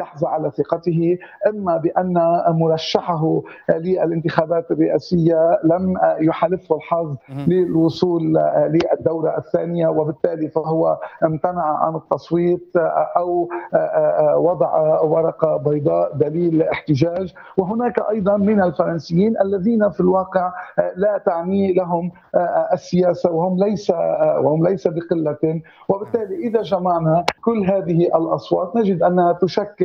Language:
Arabic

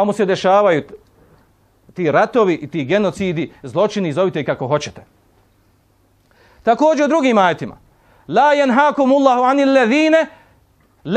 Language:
Bosnian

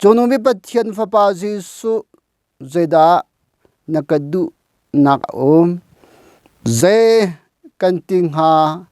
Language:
Hakha Chin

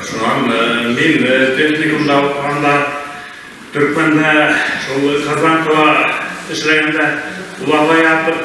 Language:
Bashkir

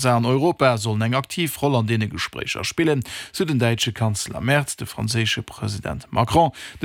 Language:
Luxembourgish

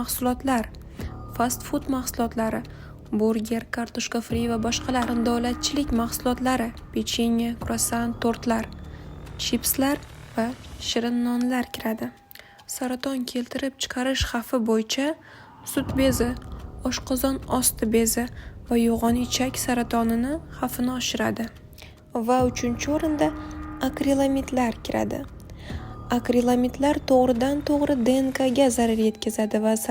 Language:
Uzbek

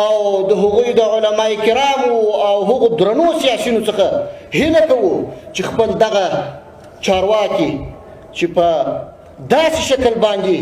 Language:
Pashto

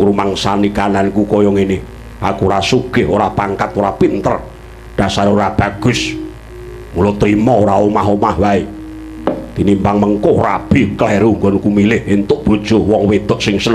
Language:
Javanese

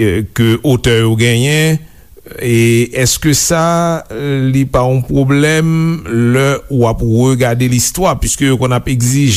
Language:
Haitian Creole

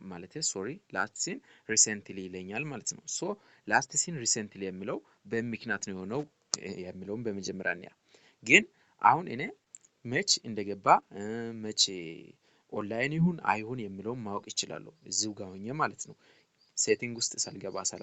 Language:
Amharic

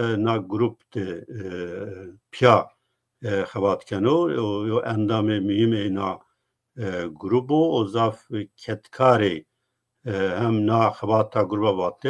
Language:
Zaza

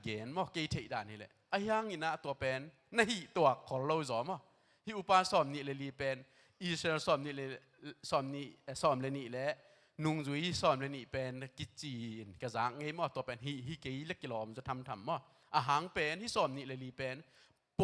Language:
Tedim Chin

